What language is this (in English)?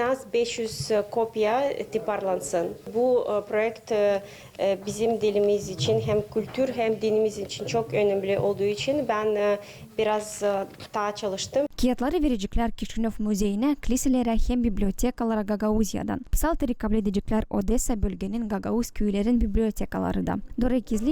Gagauz